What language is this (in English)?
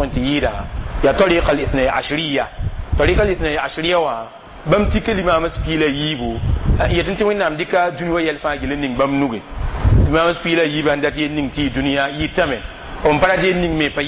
Mossi